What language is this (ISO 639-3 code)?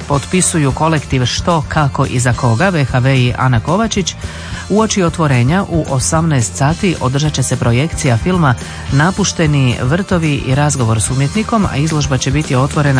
hrv